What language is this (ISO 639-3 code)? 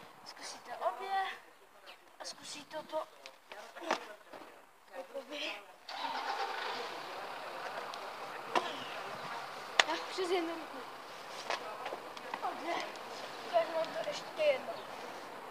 ces